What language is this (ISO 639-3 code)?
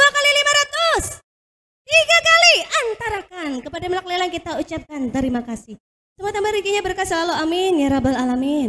bjn